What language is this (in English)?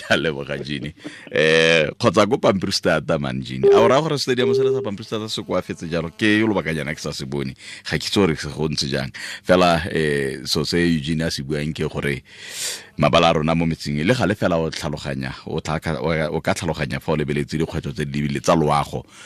Tswana